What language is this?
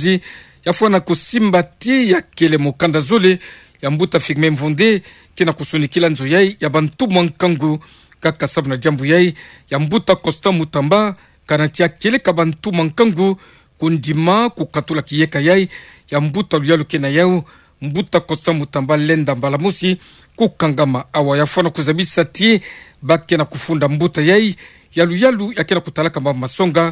Kituba (Democratic Republic of Congo)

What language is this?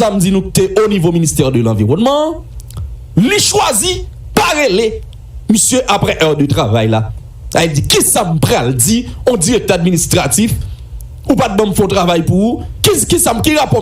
Haitian Creole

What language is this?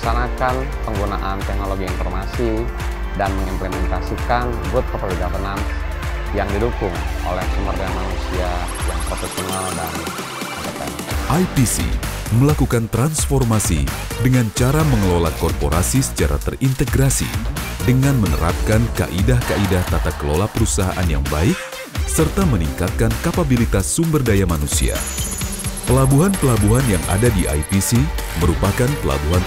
Indonesian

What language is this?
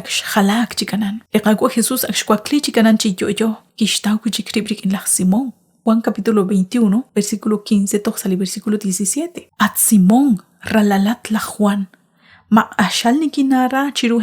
Kekchí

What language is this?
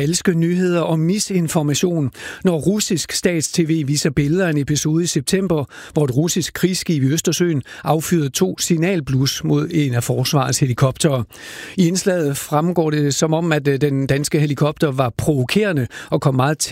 Danish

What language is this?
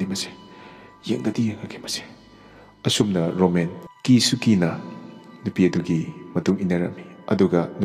Manipuri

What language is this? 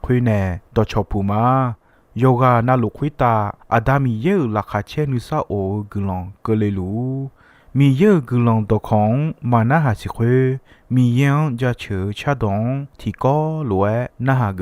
Akha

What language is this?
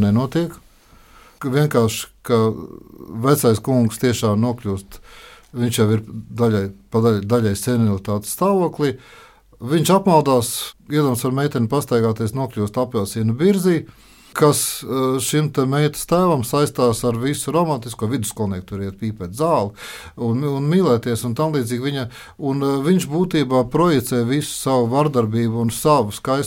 Latvian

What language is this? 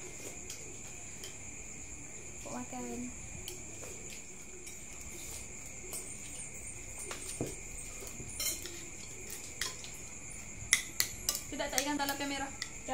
Malay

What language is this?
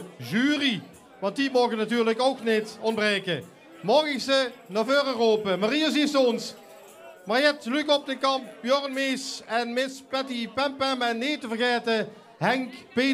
Limburgish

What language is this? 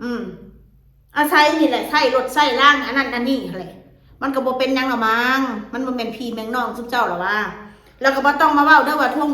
Northeastern Thai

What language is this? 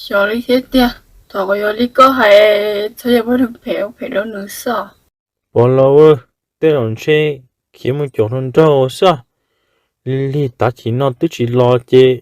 Hmong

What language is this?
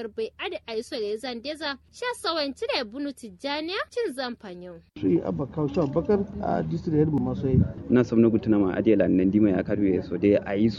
Kanuri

